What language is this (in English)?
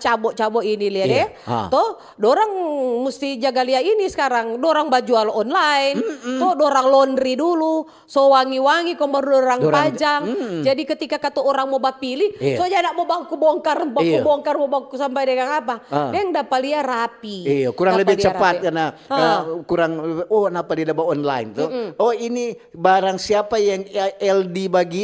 Manado Malay